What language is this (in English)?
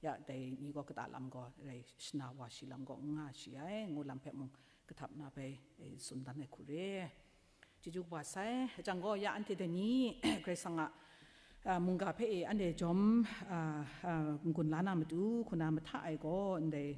Kachin